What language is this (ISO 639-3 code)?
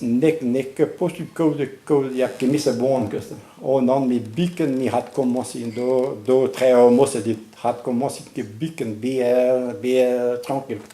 bre